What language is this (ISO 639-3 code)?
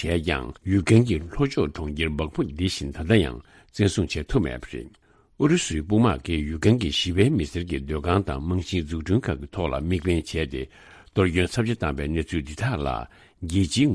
bod